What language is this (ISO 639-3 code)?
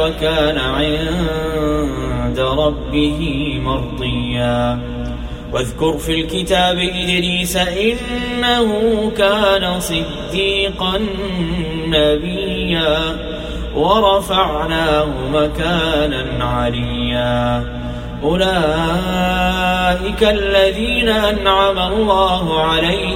ara